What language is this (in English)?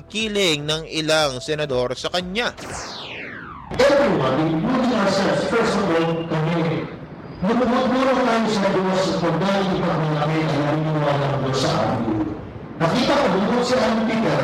Filipino